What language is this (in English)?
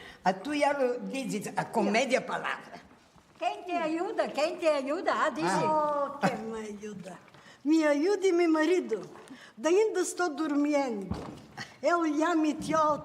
Ladino